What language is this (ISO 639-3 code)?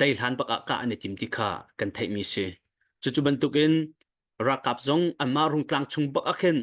cnh